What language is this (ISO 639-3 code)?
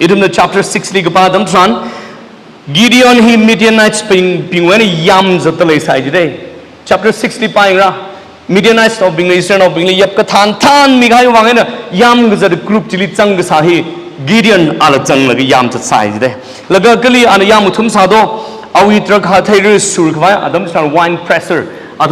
nmf